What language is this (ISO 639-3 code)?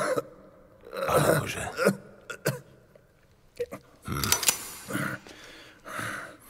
ces